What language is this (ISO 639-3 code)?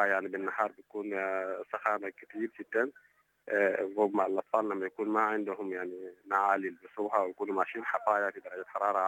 apd